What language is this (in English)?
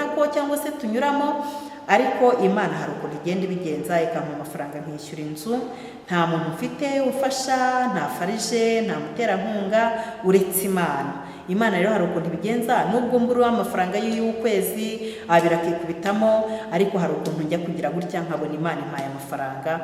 Kinyarwanda